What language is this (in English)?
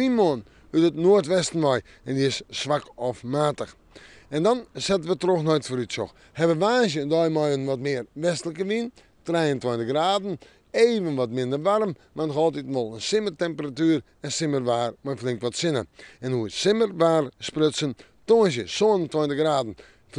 Western Frisian